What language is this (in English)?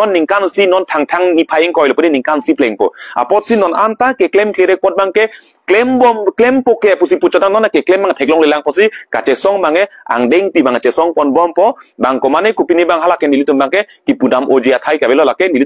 Karbi